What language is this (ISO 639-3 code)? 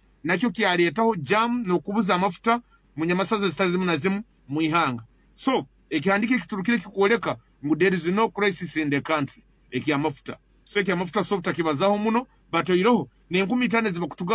nyo